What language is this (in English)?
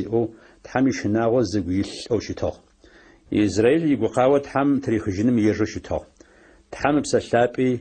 Adyghe